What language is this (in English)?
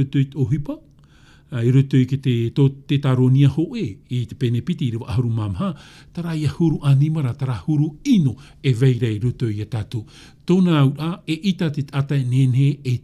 Tahitian